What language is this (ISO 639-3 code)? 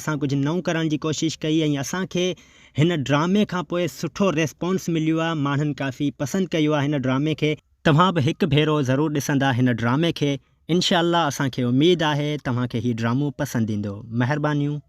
snd